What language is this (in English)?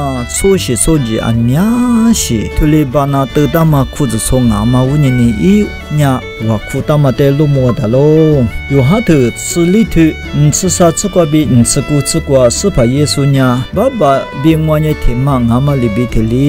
Lisu